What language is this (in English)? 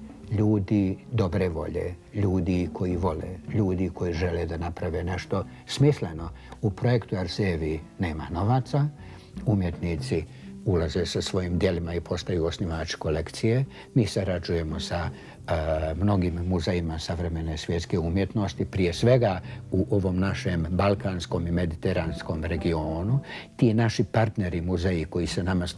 Bosnian